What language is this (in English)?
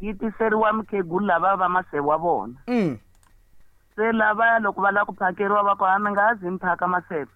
Tsonga